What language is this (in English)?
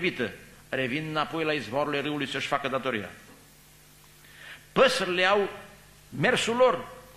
Romanian